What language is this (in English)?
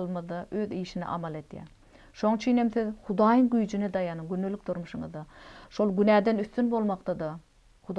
Turkmen